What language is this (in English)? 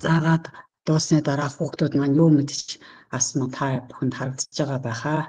Mongolian